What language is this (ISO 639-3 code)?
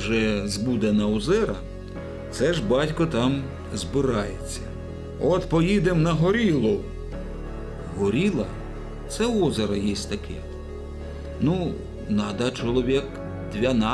ukr